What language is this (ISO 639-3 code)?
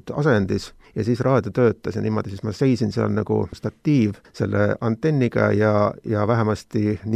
est